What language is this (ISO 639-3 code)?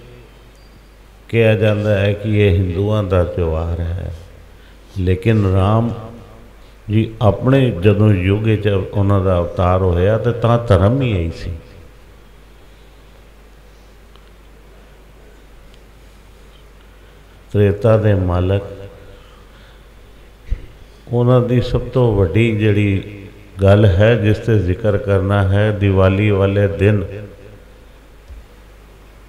pan